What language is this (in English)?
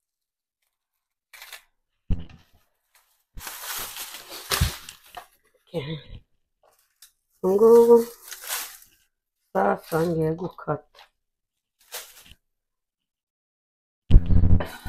Kinyarwanda